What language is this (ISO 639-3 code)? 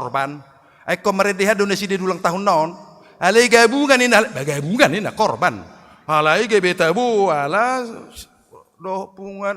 bbc